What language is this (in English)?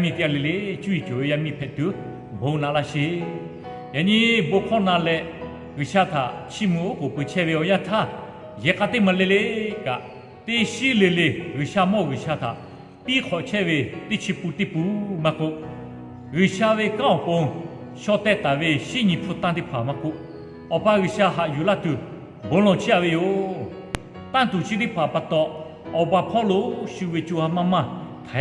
Lahu